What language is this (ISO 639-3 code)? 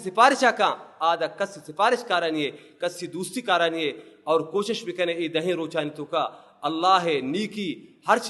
bal